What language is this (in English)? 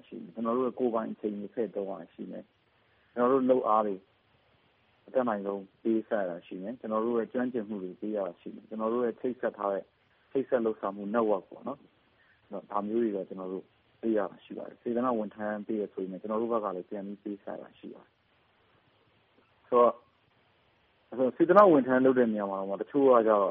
Burmese